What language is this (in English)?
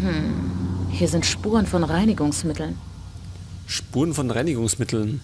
Bavarian